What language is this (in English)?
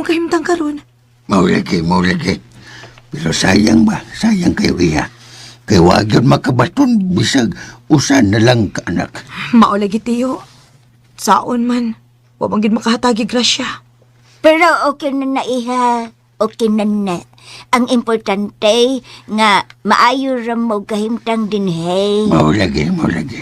Cebuano